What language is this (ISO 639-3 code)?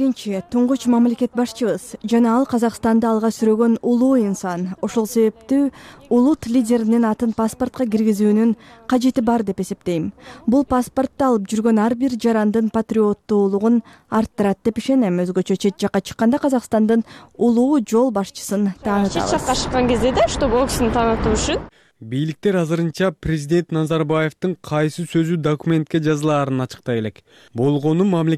kir